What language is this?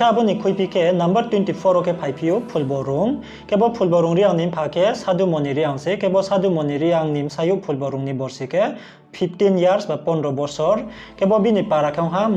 Riang (India)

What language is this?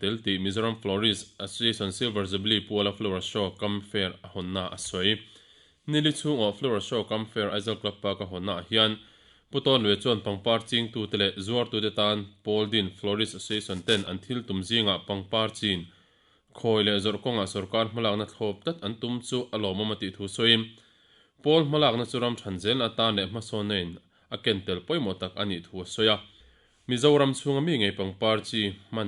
Mizo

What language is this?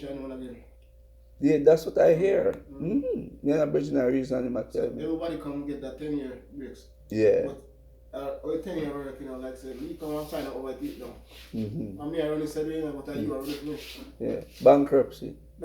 Jamaican Creole English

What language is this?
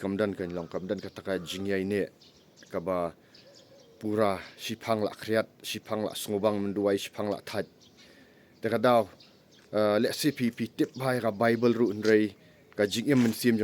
Khasi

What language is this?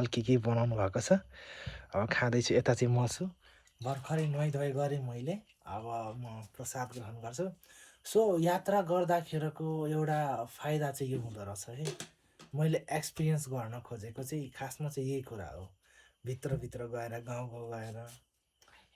Nepali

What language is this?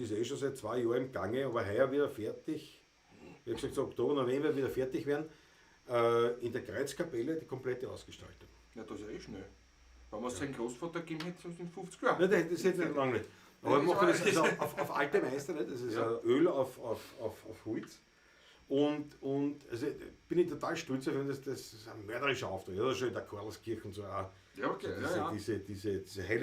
Bavarian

